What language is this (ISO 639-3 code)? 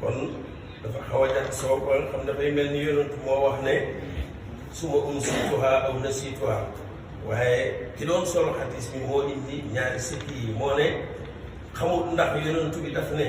wol